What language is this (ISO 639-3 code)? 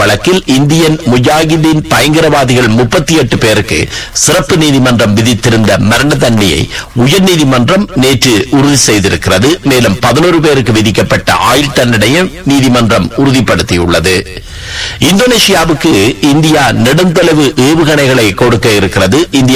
tam